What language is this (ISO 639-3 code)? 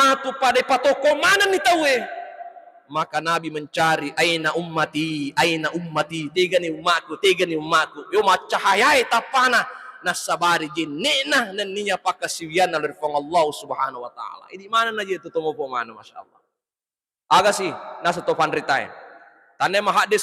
bug